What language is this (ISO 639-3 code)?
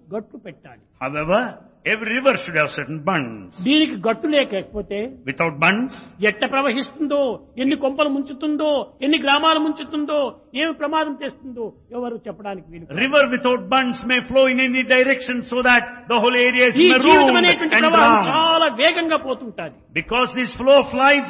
tel